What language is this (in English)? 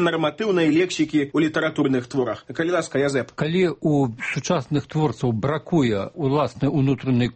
Belarusian